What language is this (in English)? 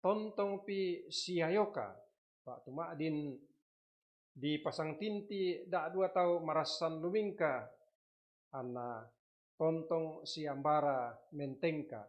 Toraja-Sa'dan